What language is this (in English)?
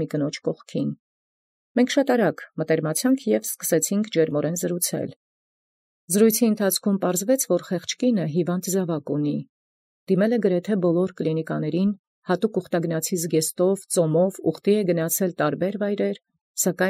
Armenian